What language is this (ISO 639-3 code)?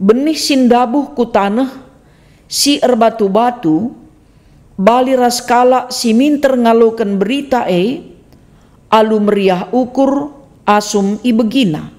btx